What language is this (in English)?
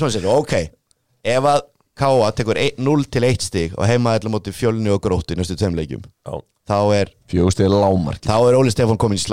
Icelandic